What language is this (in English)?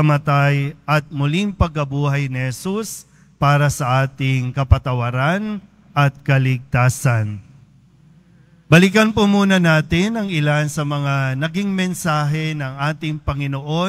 Filipino